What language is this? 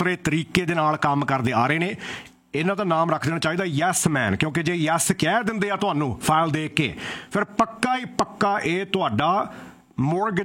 Punjabi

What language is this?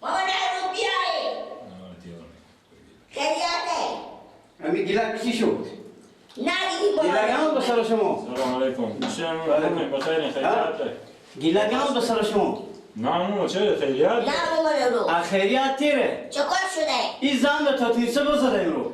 Persian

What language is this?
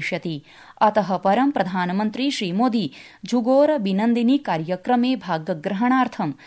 Sanskrit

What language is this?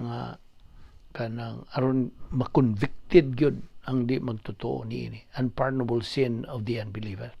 Cebuano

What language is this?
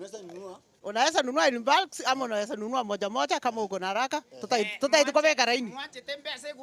Gusii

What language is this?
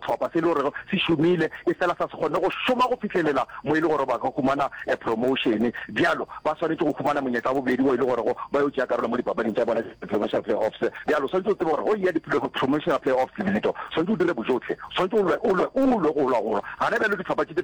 Northern Sotho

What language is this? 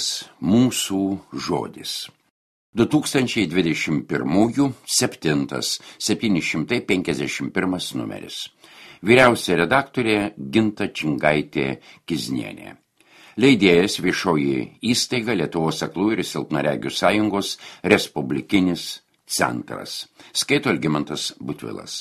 Lithuanian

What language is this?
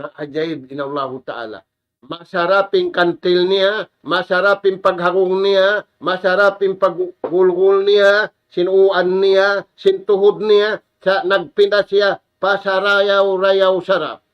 Tausug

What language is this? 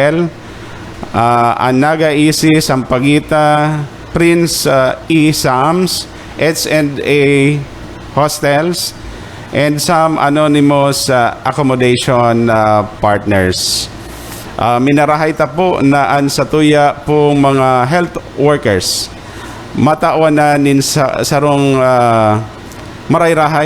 Bikol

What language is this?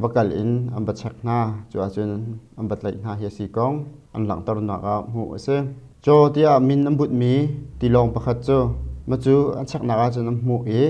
Hakha Chin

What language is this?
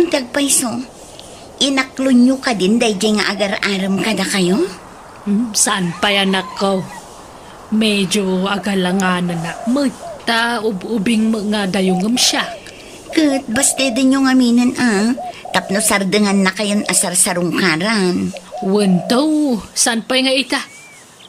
Iloko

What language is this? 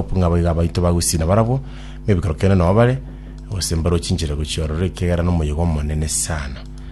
Gusii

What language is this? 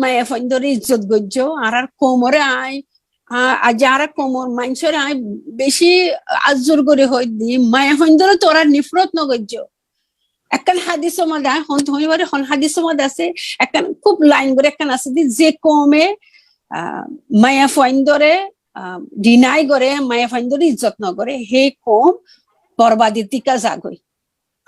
Rohingya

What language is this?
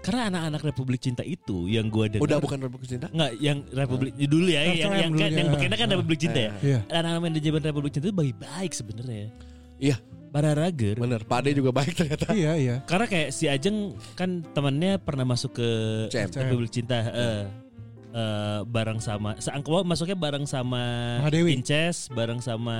Indonesian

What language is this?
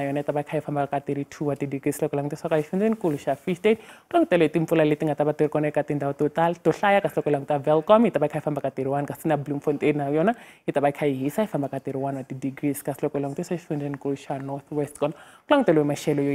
Tsonga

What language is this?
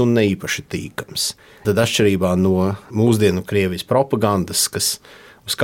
Latvian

